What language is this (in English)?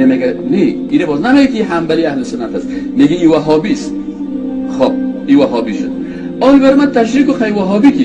Persian